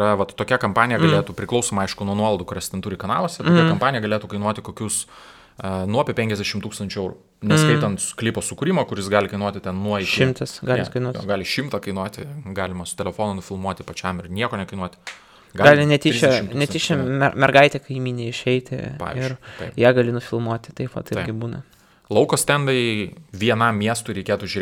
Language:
Lithuanian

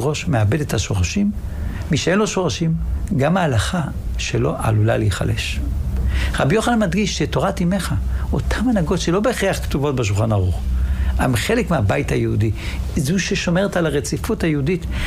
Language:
Hebrew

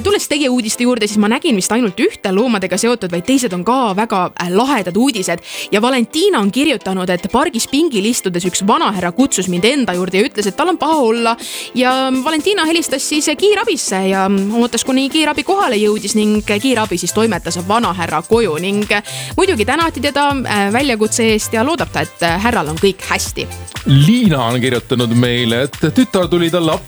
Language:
Estonian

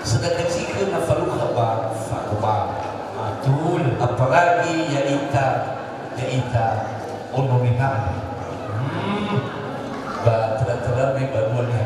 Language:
Nias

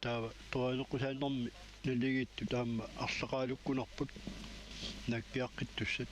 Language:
Kalaallisut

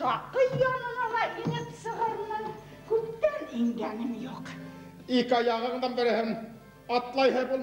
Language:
Bashkir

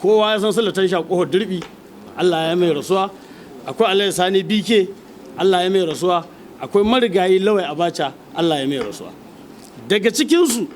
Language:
Hausa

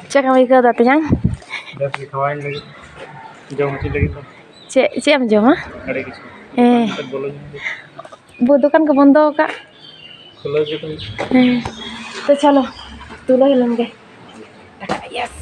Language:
Santali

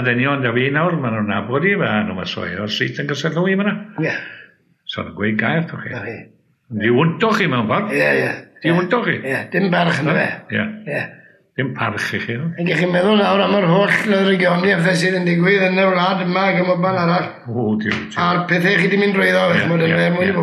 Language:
Welsh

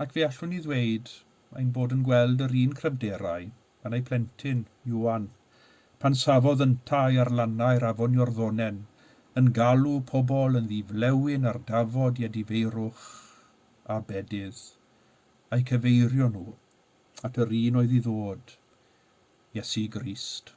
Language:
Welsh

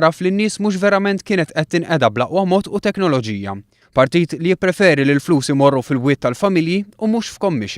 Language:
Maltese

